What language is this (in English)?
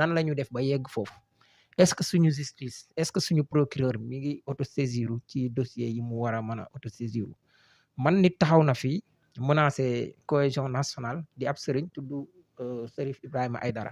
Wolof